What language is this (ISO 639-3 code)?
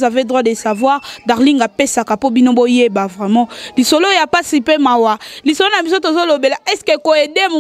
lin